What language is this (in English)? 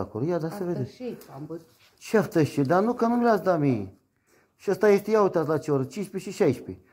Romanian